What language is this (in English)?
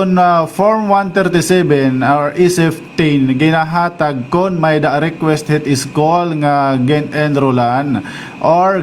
Waray